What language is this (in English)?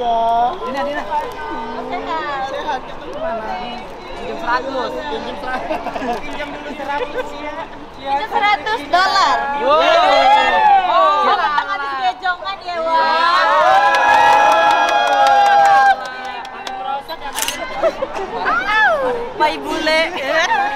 Indonesian